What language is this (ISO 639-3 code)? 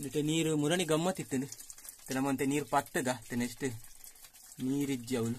tcy